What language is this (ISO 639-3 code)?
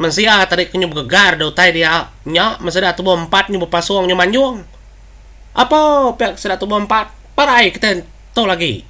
iba